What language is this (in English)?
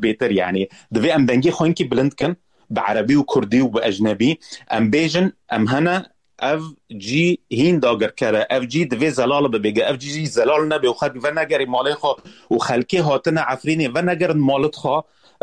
Kurdish